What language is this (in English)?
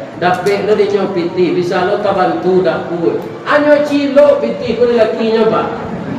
Minangkabau